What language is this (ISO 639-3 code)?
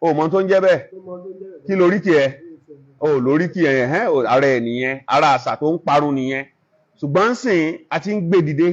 yor